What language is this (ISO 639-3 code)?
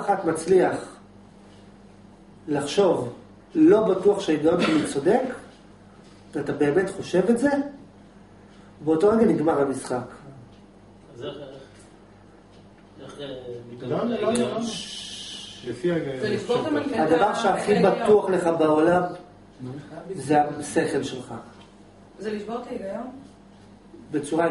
heb